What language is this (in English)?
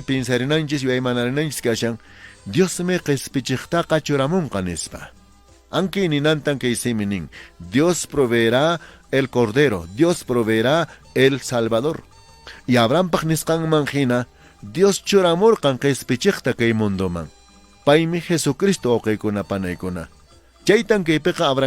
Quechua